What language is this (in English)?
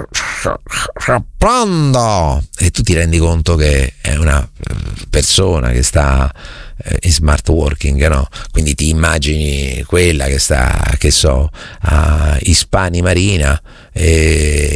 Italian